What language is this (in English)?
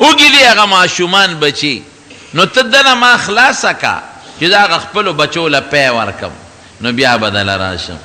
Pashto